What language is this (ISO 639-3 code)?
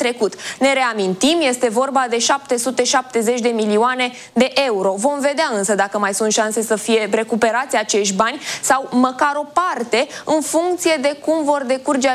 ron